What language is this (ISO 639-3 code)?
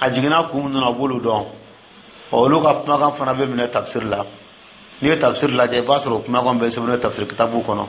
dyu